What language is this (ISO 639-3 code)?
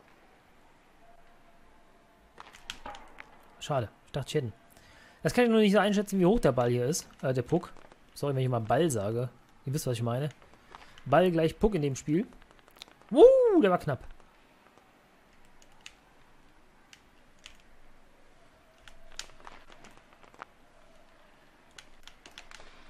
deu